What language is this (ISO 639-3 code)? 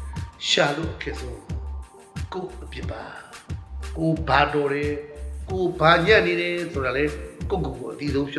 mya